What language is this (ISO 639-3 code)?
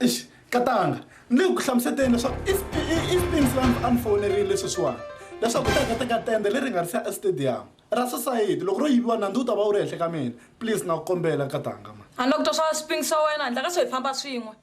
tso